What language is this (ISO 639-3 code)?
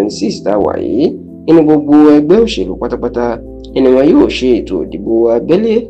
yor